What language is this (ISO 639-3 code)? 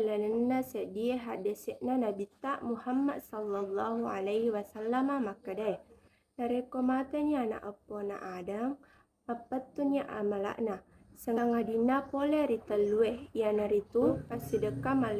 bug